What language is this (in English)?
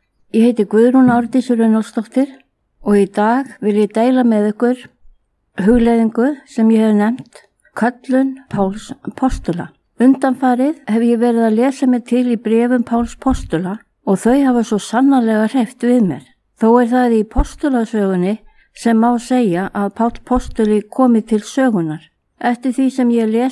Icelandic